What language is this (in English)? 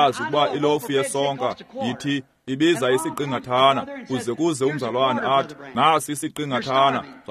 Xhosa